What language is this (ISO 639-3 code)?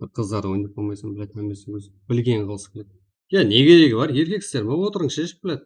kaa